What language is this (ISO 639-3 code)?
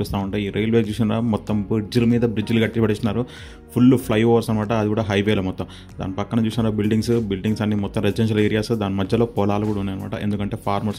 tel